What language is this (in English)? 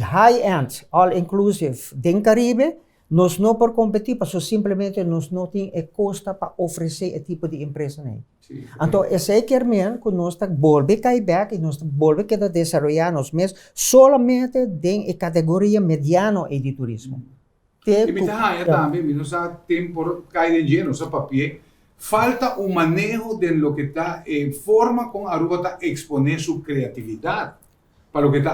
Papiamento